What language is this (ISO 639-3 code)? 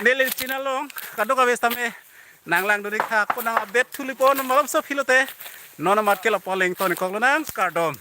mjw